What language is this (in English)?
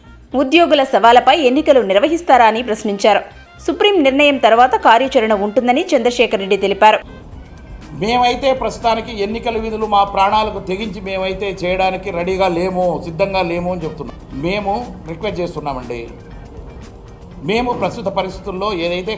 Telugu